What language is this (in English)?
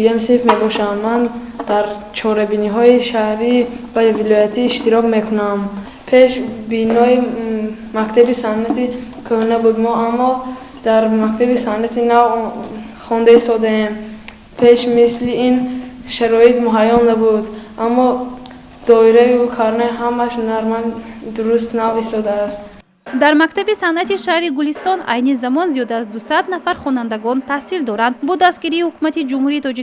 Tajik